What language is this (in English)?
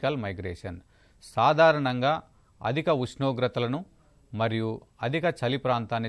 Telugu